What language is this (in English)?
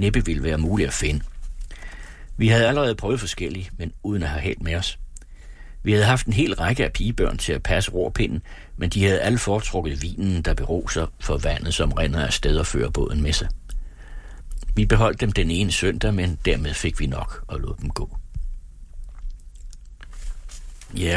Danish